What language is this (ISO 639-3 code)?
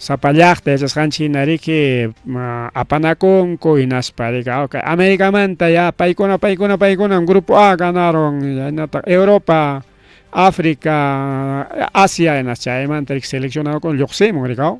quy